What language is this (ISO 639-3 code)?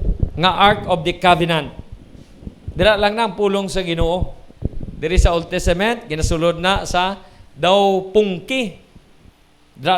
hil